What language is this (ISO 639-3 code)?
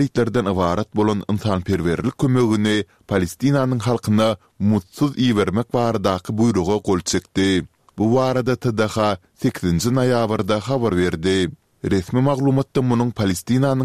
tuk